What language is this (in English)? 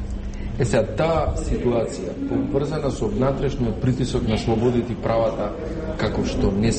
Macedonian